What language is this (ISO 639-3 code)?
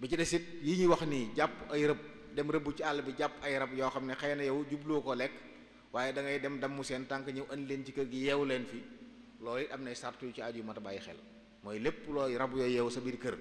wol